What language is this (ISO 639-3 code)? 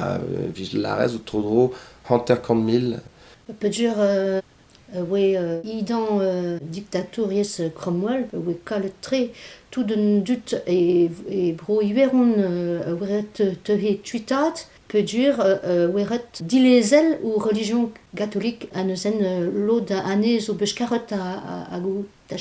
bre